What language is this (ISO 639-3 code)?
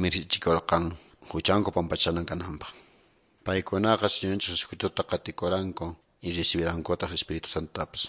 que